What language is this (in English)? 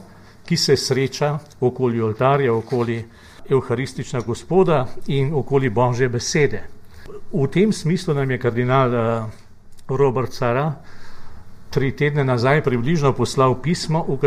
Slovenian